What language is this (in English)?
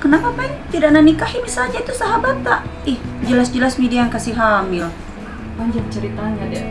Makassar Malay